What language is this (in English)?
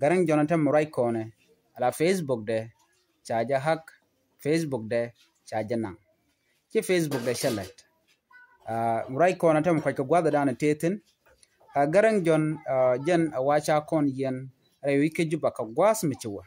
Nuer